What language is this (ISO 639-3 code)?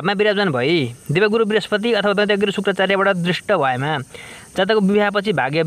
nep